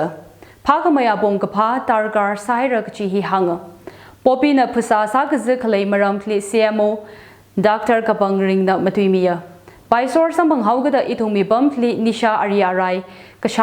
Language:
Tangkhul Naga (India)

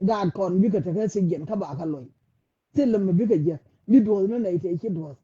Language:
Nuer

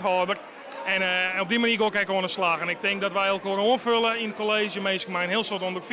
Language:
Western Frisian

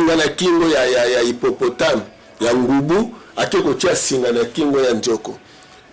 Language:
Lingala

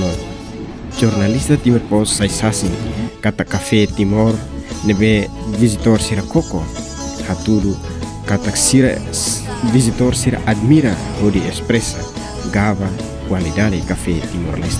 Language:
Tetum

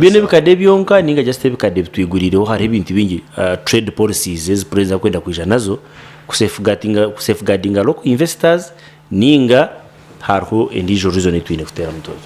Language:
Nyankole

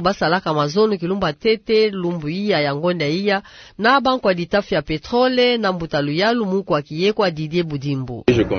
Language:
Kituba (Democratic Republic of Congo)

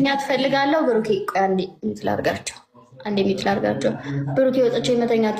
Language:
Amharic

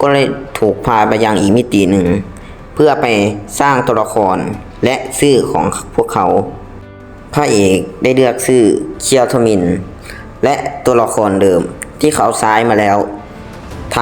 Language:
Lao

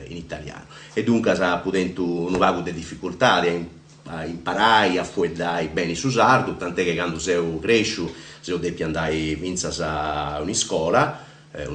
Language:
Sardinian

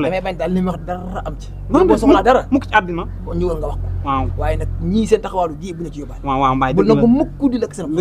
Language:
Wolof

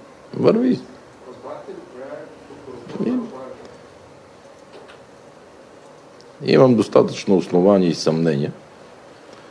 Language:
Bulgarian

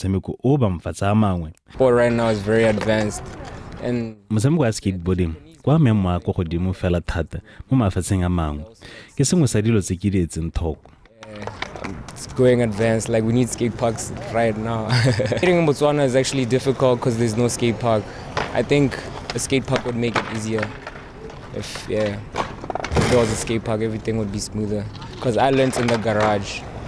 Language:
Tswana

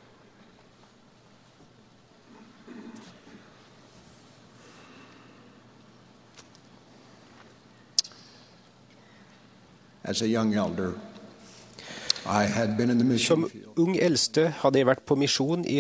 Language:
Norwegian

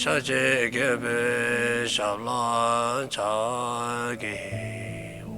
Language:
Dzongkha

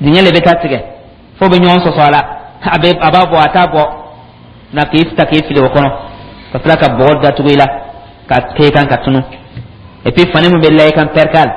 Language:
Dyula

